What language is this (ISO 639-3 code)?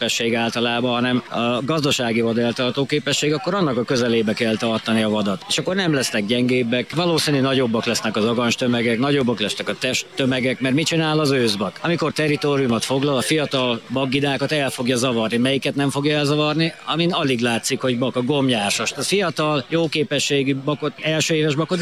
hun